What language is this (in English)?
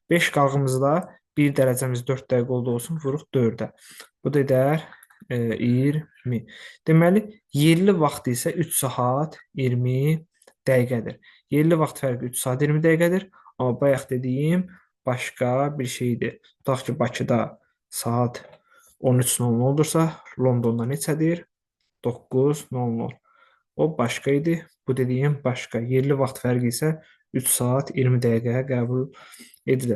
Azerbaijani